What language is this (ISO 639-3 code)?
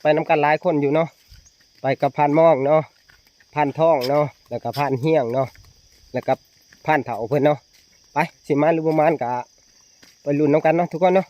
tts